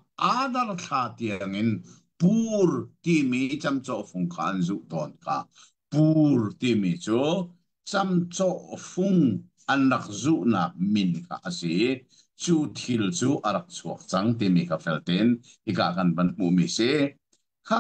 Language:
Hakha Chin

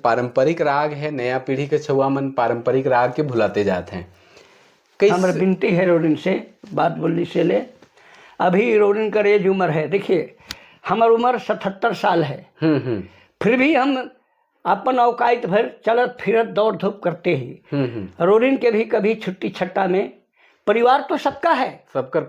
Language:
Sadri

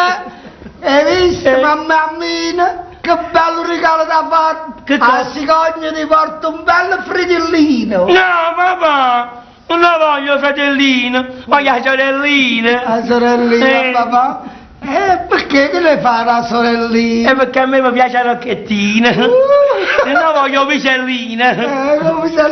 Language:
Neapolitan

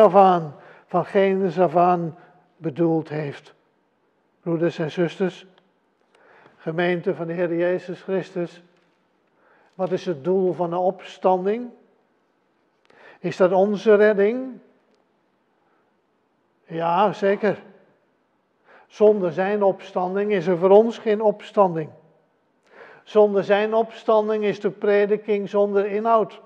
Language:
Dutch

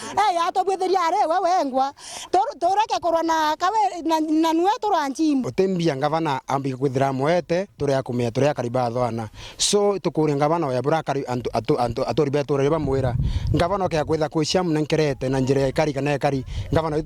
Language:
Meru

